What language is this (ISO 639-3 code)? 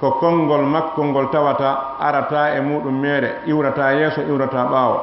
ful